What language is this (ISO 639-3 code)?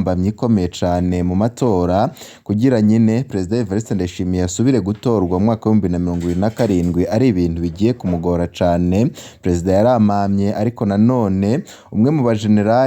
run